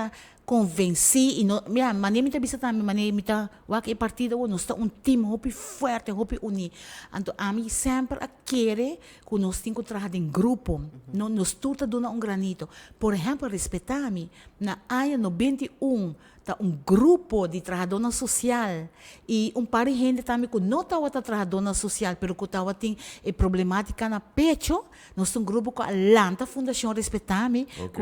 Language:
Papiamento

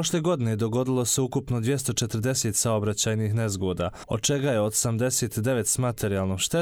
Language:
Serbian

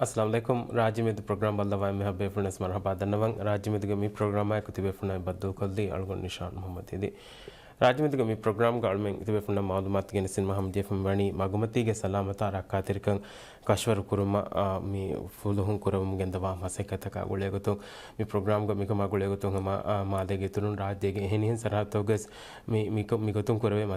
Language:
Divehi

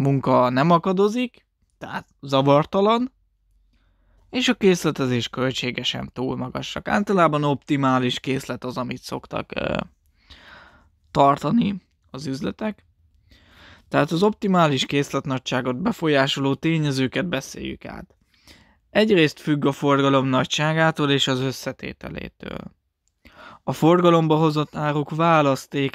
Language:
Hungarian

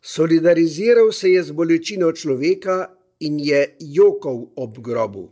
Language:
Slovenian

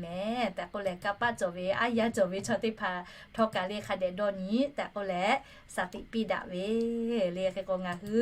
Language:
Lahu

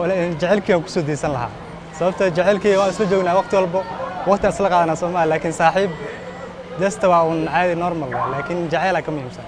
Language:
Somali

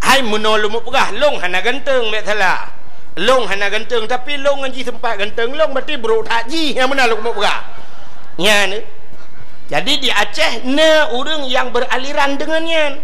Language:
Achinese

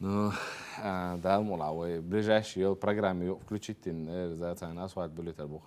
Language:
Chechen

